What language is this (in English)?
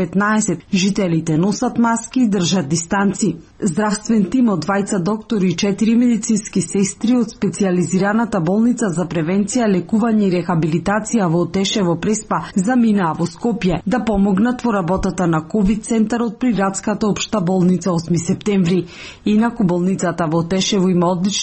Macedonian